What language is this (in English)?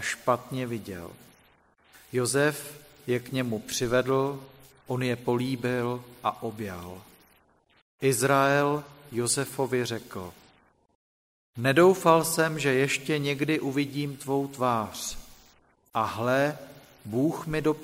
Czech